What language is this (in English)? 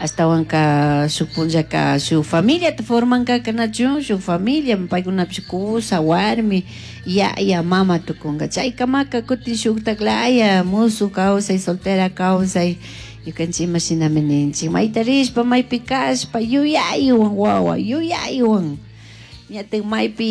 Chimborazo Highland Quichua